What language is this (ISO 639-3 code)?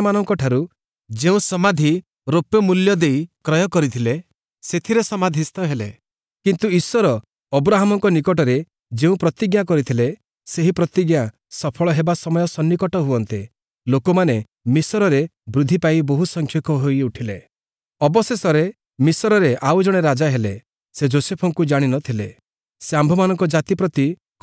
ori